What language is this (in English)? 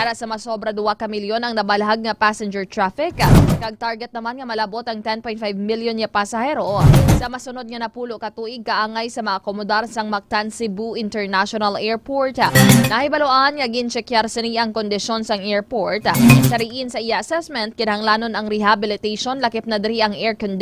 Hiligaynon